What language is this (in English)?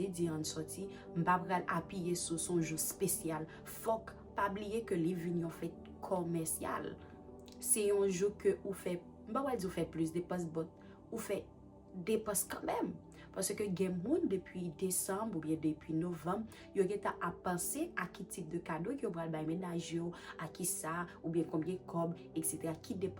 Haitian Creole